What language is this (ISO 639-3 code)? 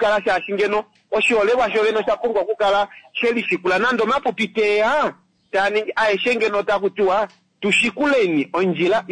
kua